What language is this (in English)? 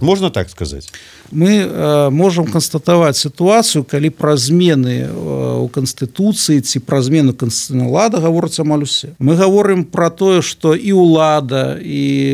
Belarusian